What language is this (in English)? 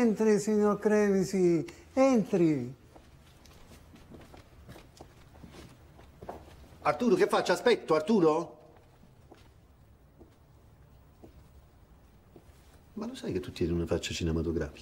Italian